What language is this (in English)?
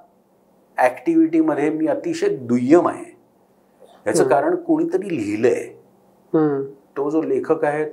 Marathi